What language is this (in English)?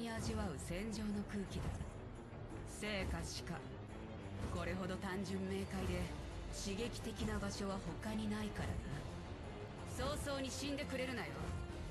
Japanese